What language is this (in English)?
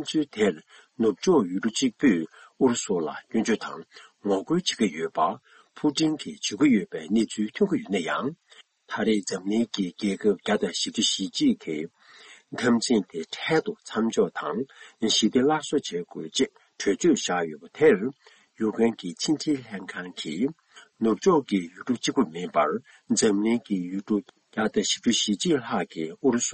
Tibetan